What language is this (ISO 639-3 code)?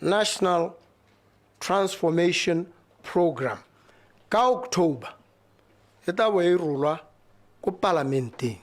tsn